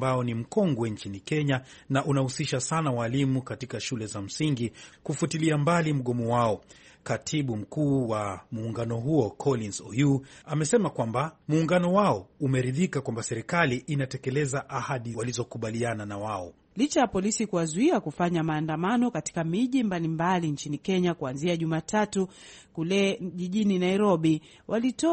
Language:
Swahili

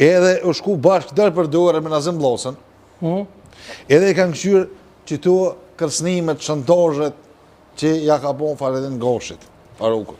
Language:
Albanian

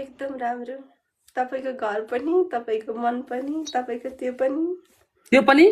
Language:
Nepali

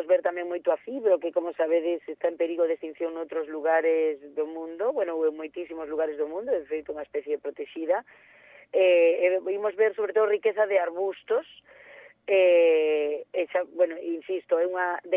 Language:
Galician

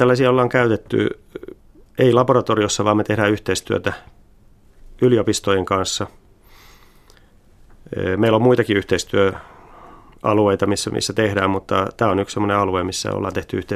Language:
Finnish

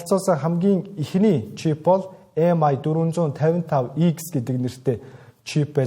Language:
Mongolian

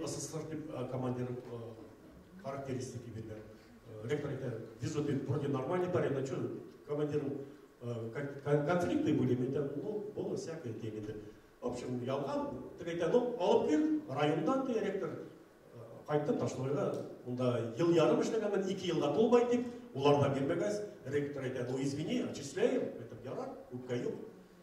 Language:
Bashkir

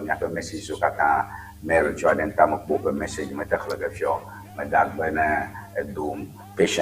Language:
Ewe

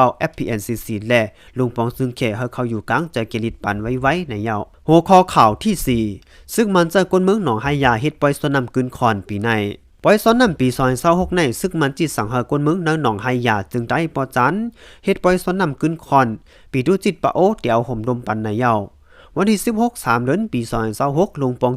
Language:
Shan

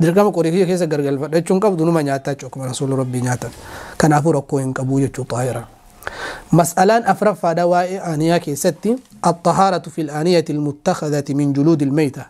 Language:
Oromo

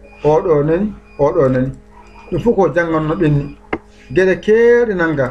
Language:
Fula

